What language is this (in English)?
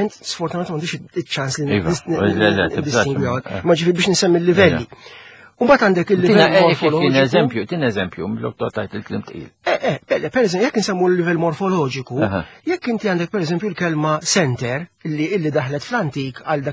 Maltese